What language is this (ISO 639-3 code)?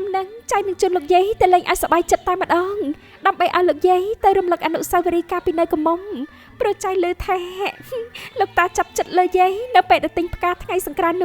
khm